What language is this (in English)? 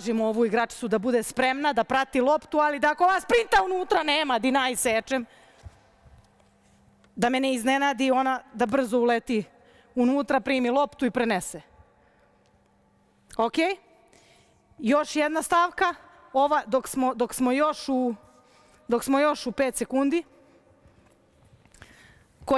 Serbian